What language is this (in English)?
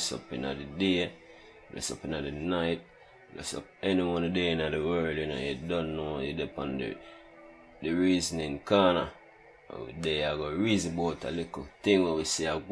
Jamaican Creole English